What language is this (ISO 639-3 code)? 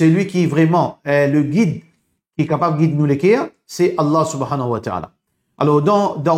mfe